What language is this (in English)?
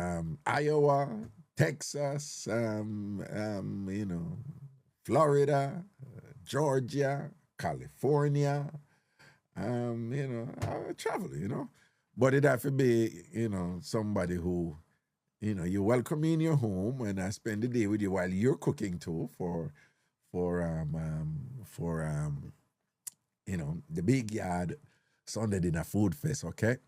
Jamaican Creole English